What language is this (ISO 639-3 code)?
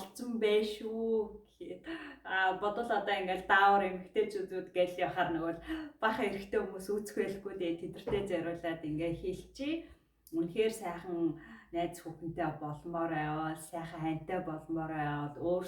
mon